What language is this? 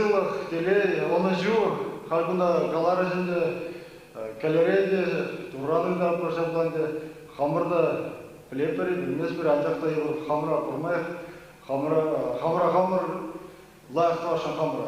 Chuvash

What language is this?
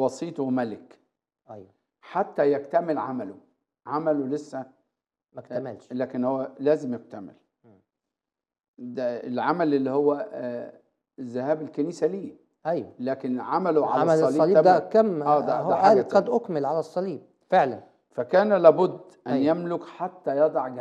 Egyptian Arabic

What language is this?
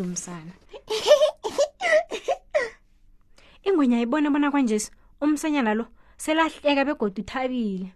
South Ndebele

